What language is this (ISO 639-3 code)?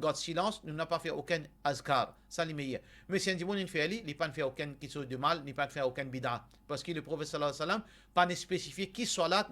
mfe